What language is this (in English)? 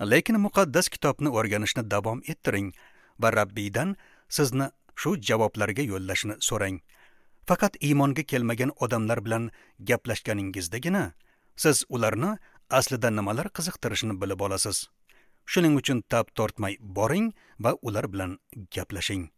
Uzbek